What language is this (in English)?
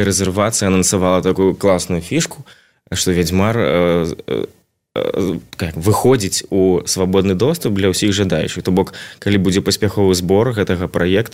Belarusian